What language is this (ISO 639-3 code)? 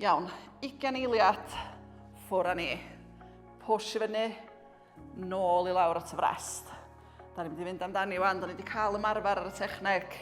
cym